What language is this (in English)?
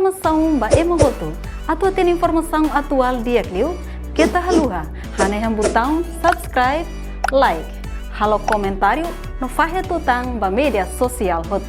Tetum